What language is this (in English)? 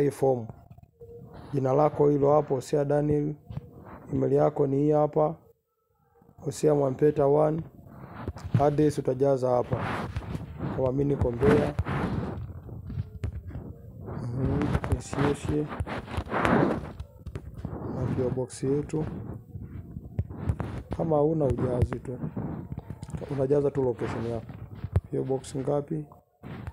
Swahili